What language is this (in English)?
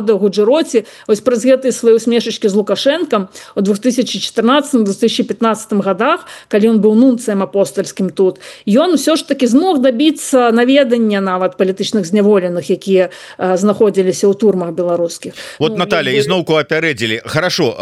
Belarusian